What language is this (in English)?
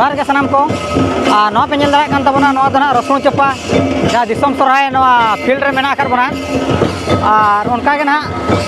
Santali